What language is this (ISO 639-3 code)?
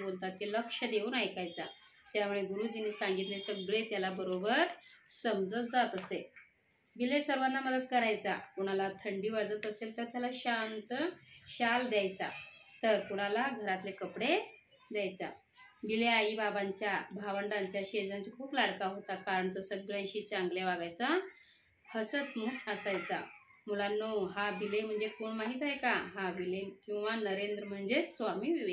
mar